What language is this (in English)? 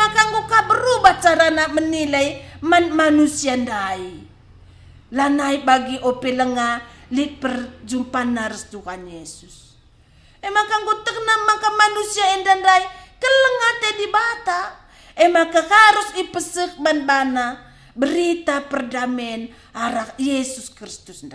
Batak Karo